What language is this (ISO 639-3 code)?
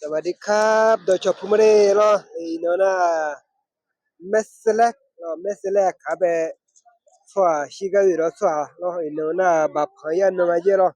ahk